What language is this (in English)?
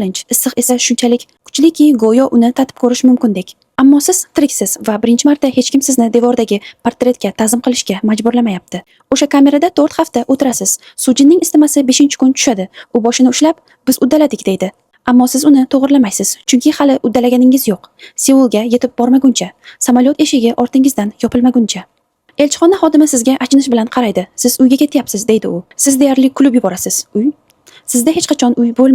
Uzbek